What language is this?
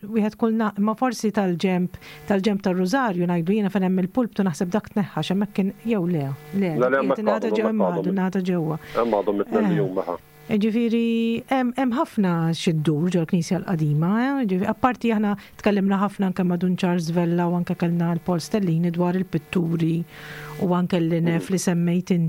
Maltese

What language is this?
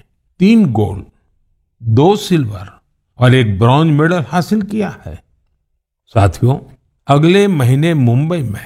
Hindi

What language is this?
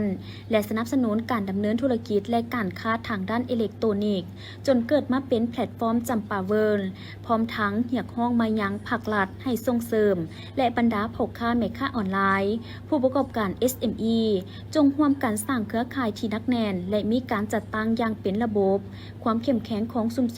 Lao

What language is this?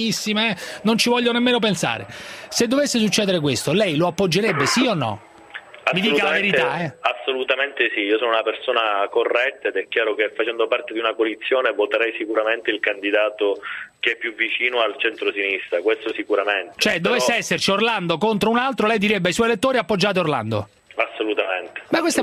Italian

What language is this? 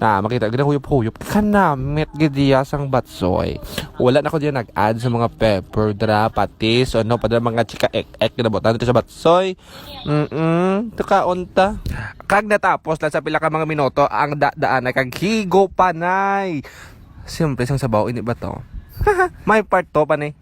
Hiligaynon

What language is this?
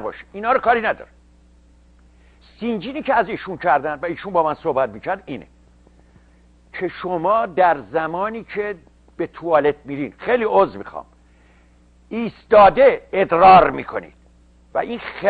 Persian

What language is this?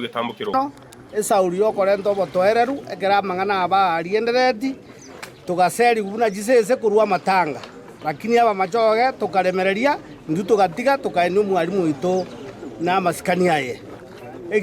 Gusii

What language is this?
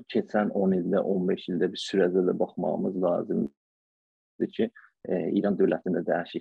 South Azerbaijani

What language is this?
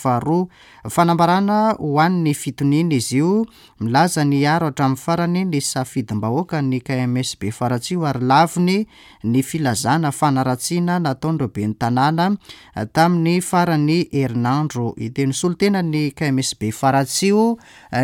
Malagasy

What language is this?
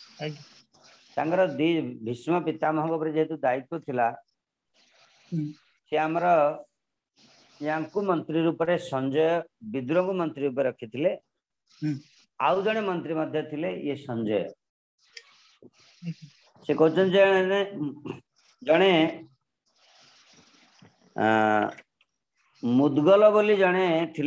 Odia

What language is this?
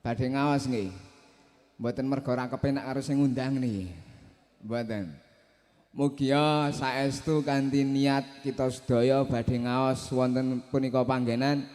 Javanese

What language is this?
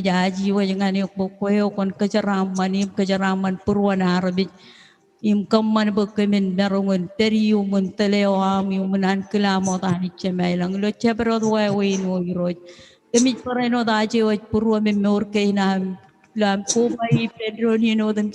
Marshallese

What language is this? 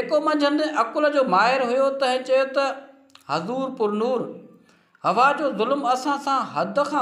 Sindhi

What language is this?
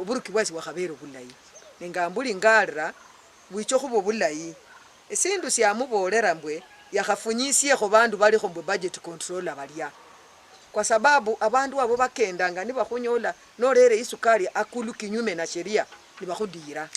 Luyia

